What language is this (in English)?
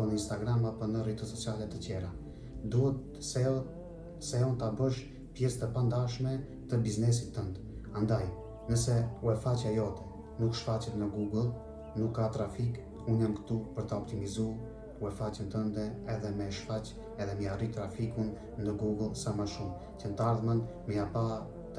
Albanian